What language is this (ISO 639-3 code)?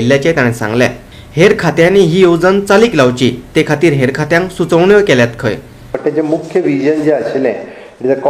kok